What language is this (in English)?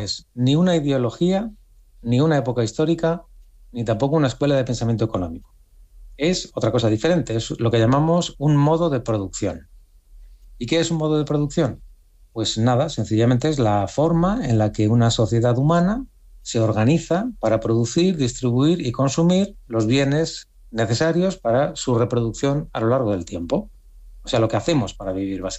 Spanish